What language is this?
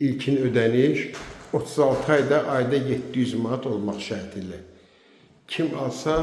Azerbaijani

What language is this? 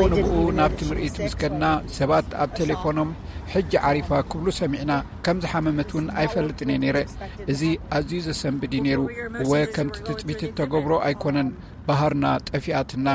Tigrinya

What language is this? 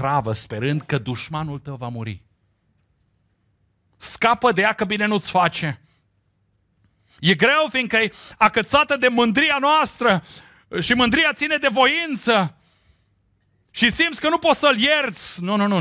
Romanian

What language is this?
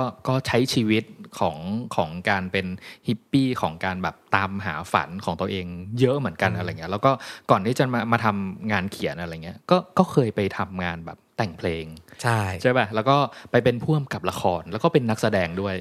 Thai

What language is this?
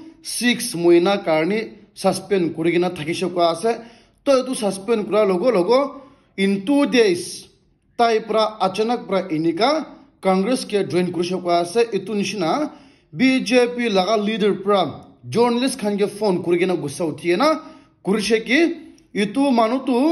Naga Pidgin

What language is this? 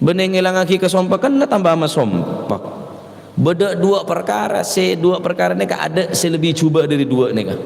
Madurese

